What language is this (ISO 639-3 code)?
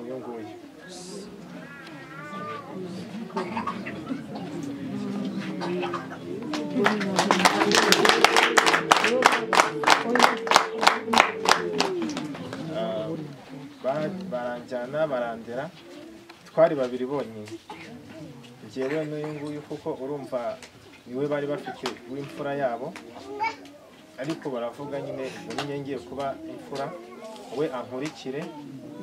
kin